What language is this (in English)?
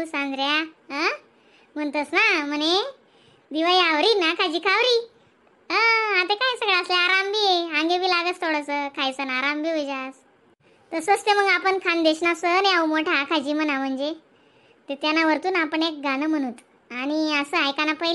Khandesi